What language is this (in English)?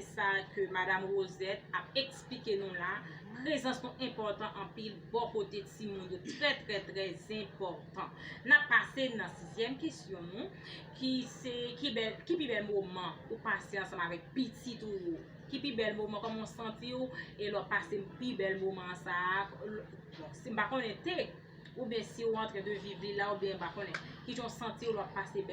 Haitian Creole